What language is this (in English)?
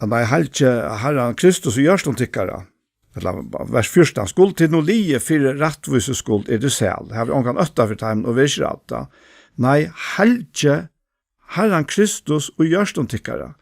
Faroese